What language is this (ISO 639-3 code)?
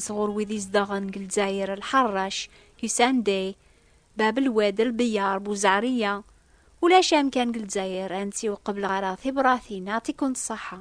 kab